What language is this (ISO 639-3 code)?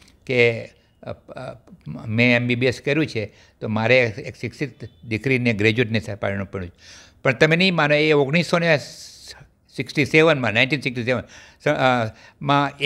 guj